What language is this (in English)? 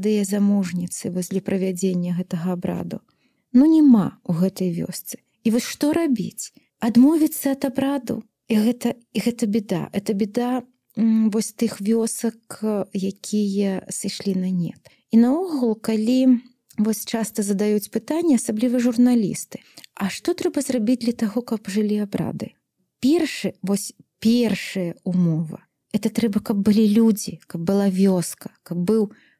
Belarusian